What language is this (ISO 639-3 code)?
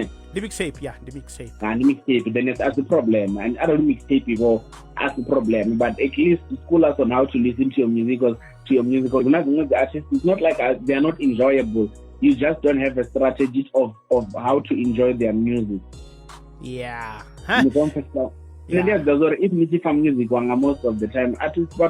ven